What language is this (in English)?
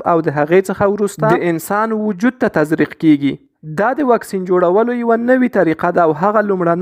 Pashto